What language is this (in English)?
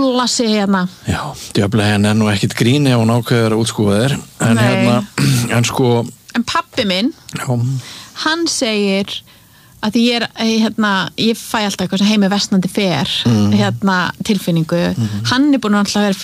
Icelandic